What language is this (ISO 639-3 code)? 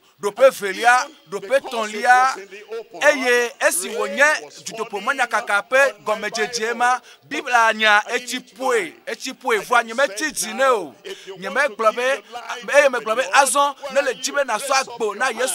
ewe